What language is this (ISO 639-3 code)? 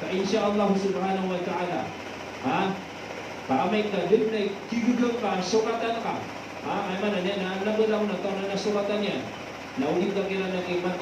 mrw